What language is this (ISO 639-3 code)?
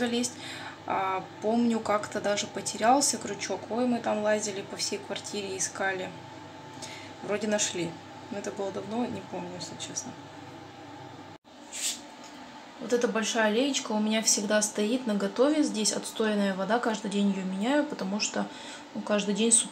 rus